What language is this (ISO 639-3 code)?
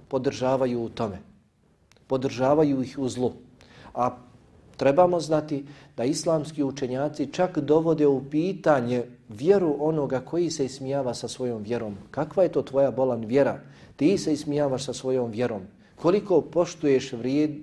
bos